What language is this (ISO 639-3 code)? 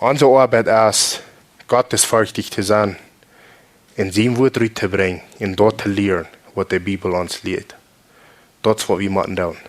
pdt